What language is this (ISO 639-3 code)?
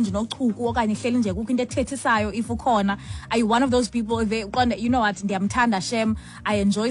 xho